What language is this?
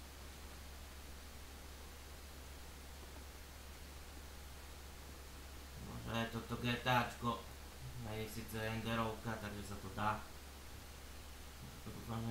Slovak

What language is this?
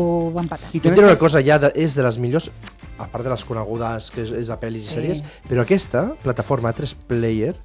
Catalan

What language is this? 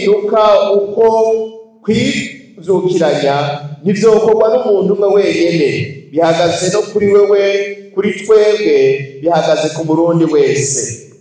Rundi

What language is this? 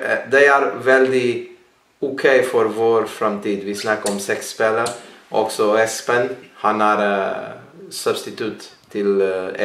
Norwegian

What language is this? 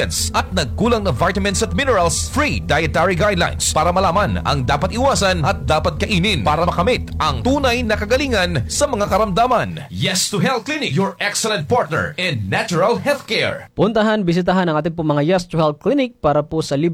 Filipino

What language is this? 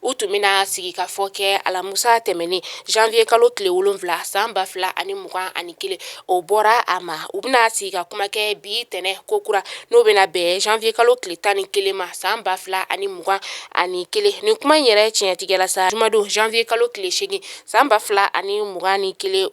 Bambara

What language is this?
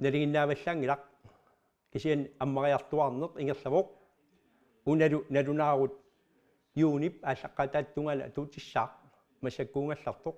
Kalaallisut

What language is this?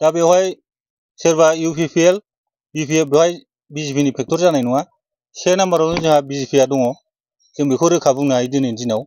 Bodo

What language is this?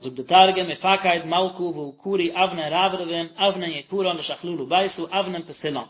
Yiddish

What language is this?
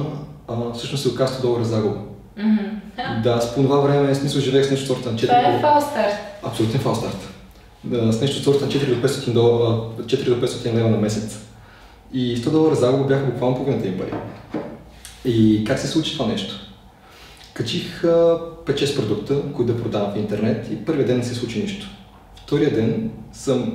Bulgarian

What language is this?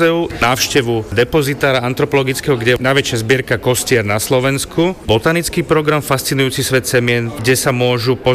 Slovak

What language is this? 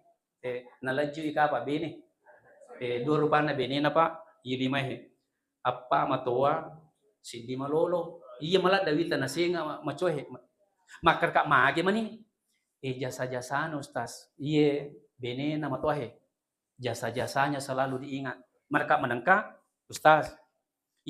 Buginese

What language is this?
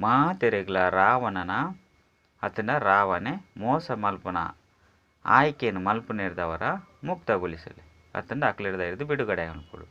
Tulu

